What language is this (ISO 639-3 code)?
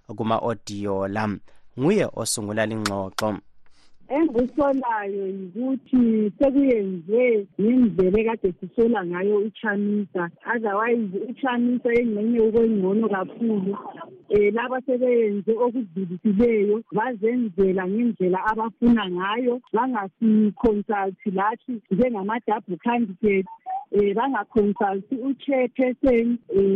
nde